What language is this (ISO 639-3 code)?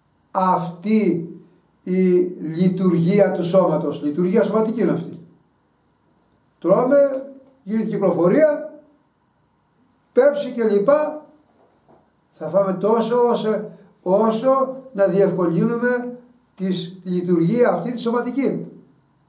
ell